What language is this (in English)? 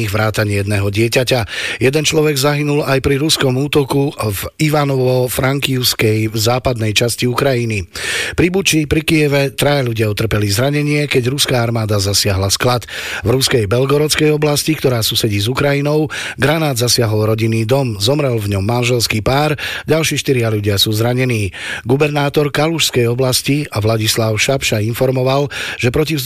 Slovak